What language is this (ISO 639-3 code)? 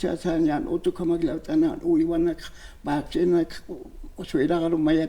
aym